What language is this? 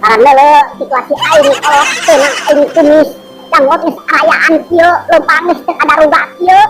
Sundanese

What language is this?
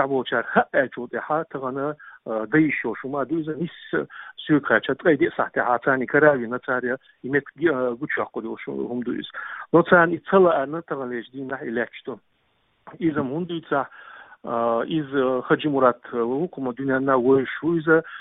Chechen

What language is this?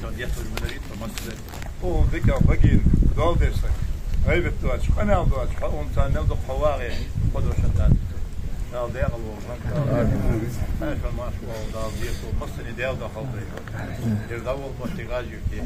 Ingush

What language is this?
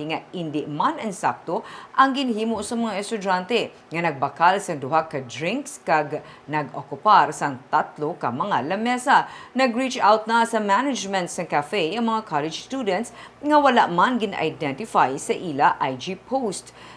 Hiligaynon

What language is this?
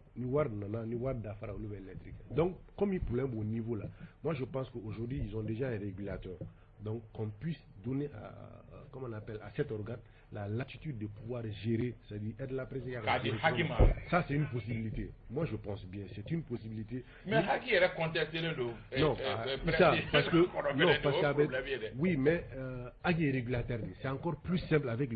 Bambara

